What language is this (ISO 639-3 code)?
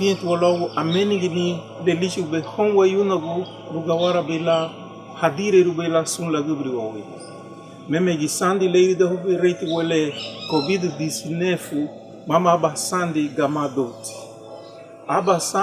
cab